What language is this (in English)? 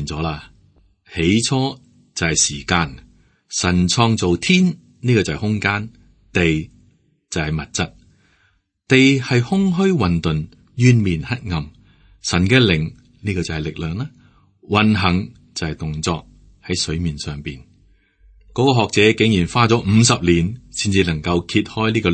Cantonese